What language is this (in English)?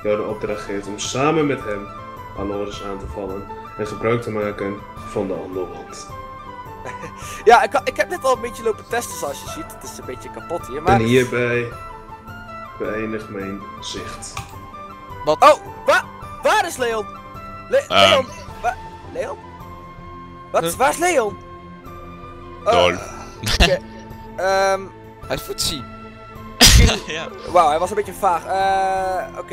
Dutch